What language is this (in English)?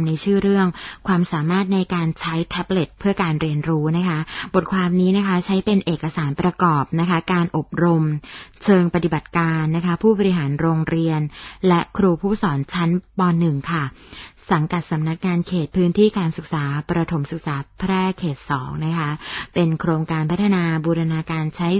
Thai